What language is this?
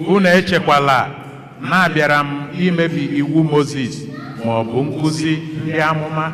Igbo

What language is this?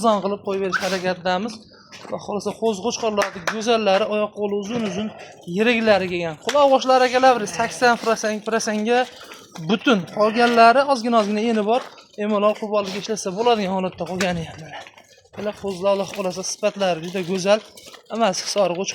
Uzbek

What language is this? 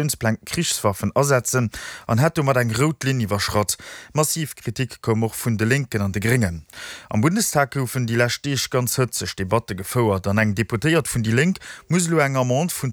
Luxembourgish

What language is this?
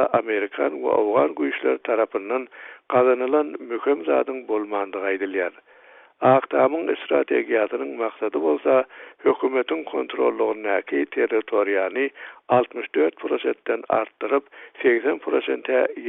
Turkmen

